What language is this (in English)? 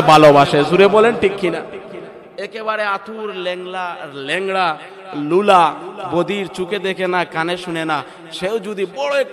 Sylheti